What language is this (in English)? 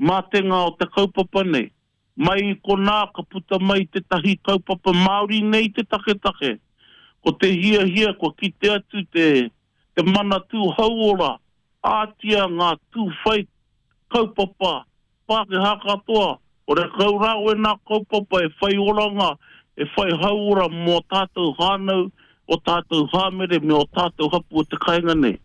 Māori